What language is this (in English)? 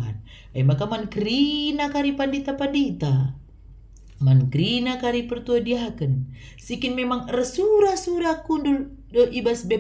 Batak Karo